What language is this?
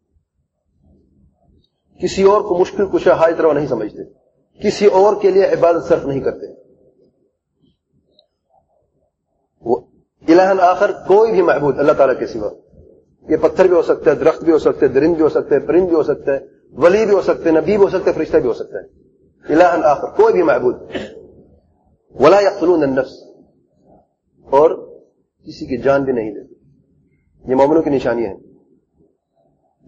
Urdu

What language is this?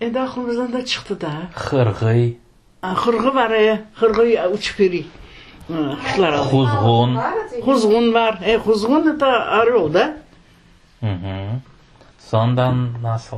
Crimean Tatar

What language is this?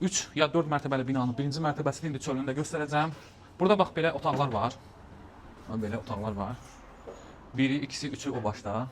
Azerbaijani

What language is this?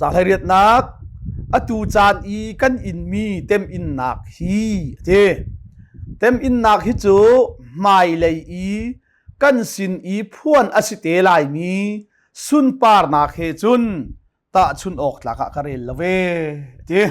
Hakha Chin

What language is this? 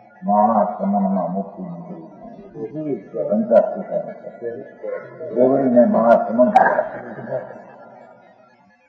Gujarati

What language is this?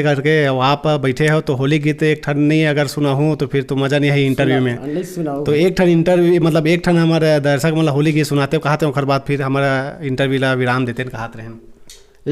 Chhattisgarhi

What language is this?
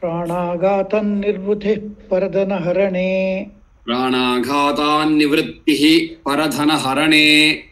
Sanskrit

